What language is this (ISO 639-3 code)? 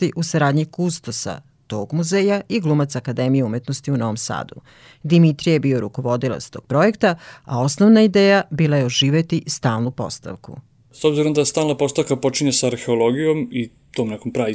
srp